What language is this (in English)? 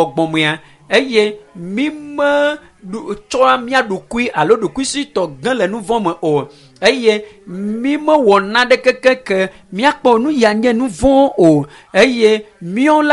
Ewe